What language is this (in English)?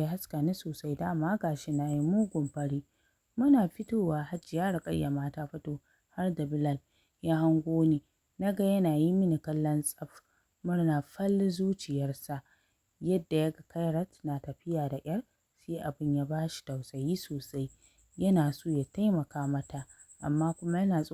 Hausa